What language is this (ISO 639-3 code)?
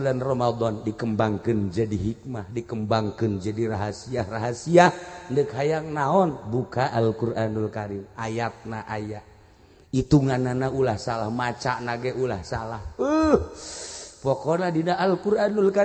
sun